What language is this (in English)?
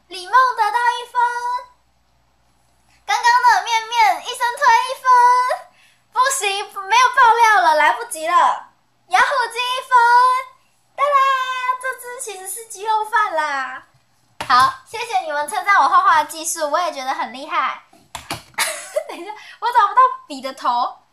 Chinese